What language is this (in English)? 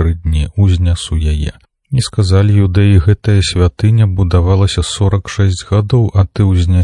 Belarusian